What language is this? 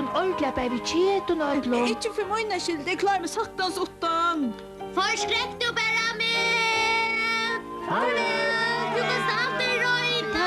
Faroese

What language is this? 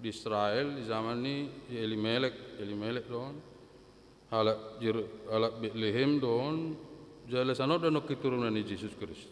Batak Toba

